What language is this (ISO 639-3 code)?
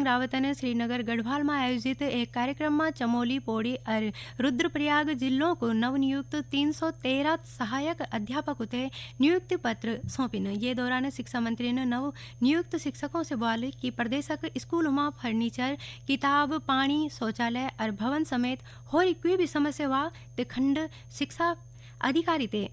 gbm